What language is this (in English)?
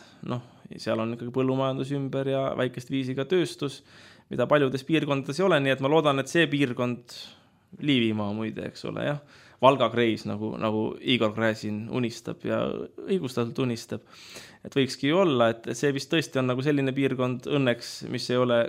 Estonian